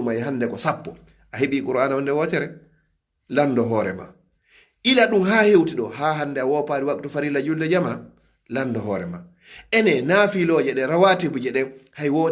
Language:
Fula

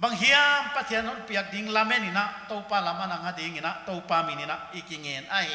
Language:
Paite Chin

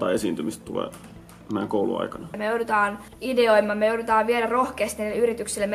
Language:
Finnish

